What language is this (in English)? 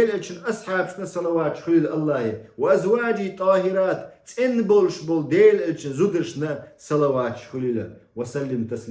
Chechen